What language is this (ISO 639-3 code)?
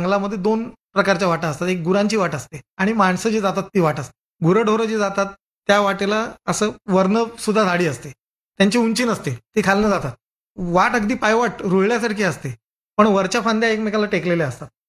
mar